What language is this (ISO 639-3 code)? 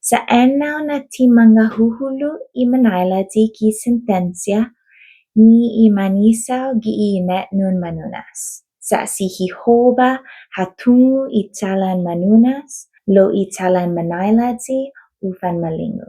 cha